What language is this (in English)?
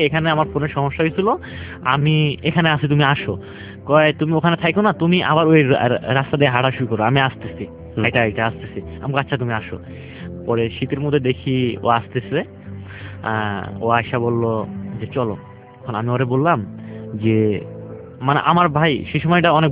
Bangla